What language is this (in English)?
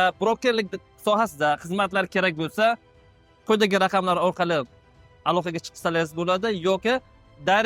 Uzbek